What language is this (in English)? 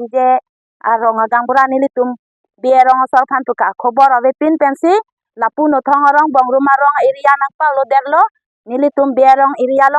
Karbi